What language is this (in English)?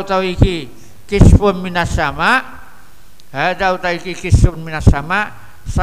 Javanese